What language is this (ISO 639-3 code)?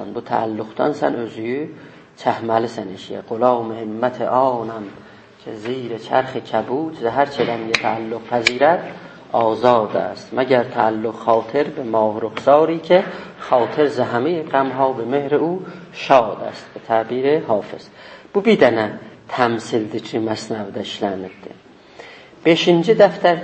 azb